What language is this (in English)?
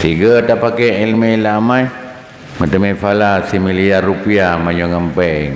Achinese